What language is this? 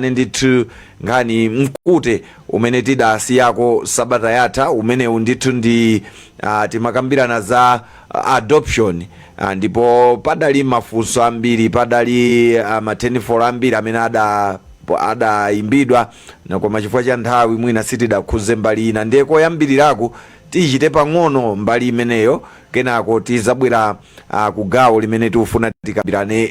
Nyanja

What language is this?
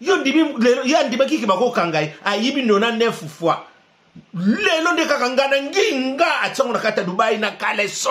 Lingala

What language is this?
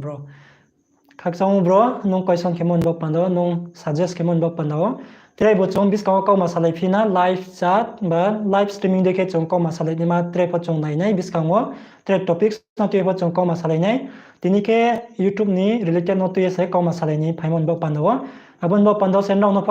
Riang (India)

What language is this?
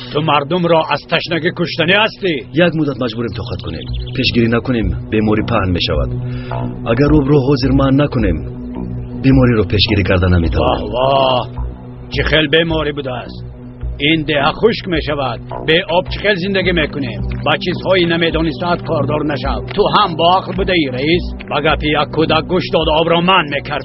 Tajik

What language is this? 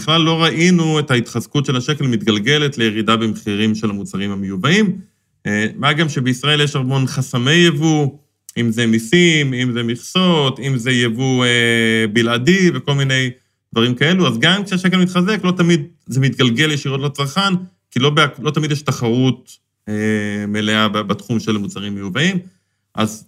Hebrew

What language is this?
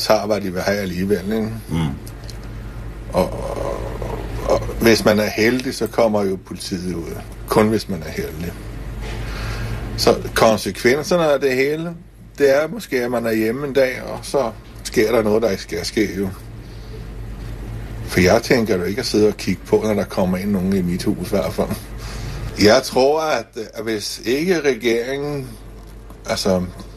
Danish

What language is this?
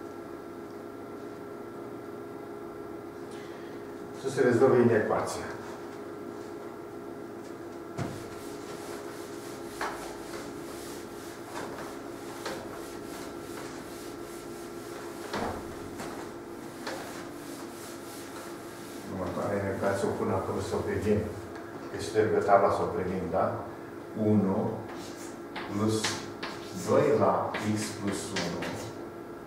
Romanian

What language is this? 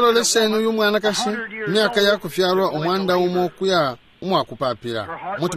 Bemba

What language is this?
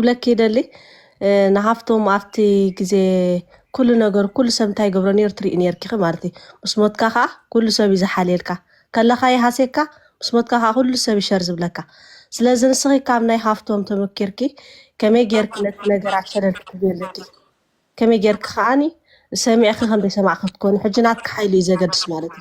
Tigrinya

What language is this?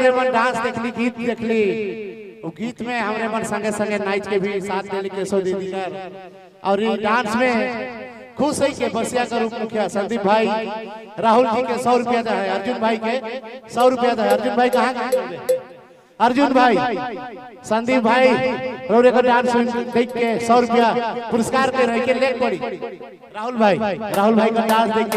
Sadri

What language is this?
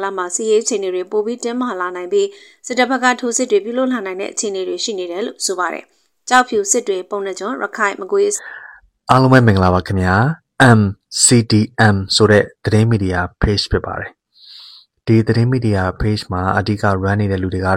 Burmese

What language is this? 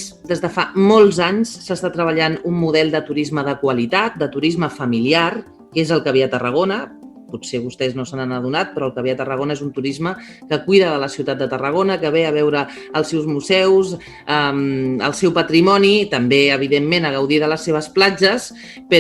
Catalan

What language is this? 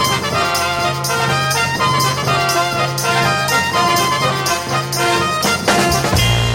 Czech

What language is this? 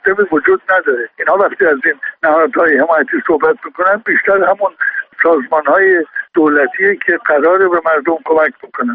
Persian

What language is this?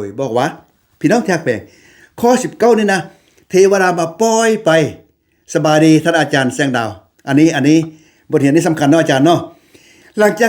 Lao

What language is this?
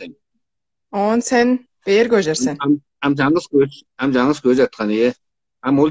Tuvinian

